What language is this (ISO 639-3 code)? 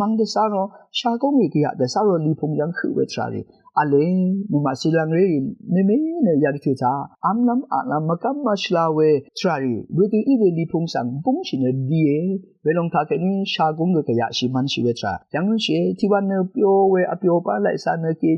raw